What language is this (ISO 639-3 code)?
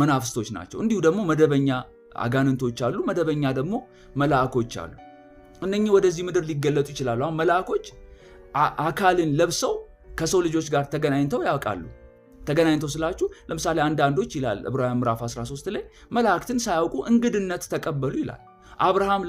amh